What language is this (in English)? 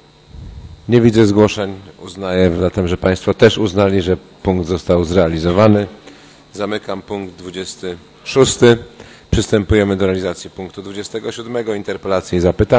Polish